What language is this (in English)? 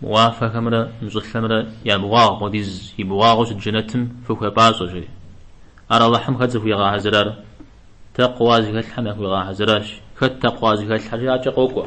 Kabardian